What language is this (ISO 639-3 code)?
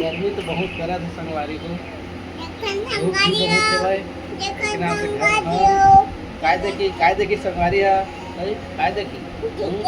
hne